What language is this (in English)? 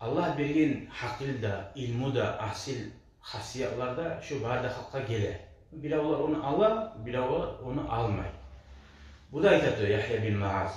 Kumyk